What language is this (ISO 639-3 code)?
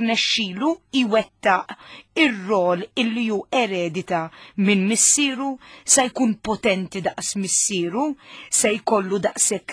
mlt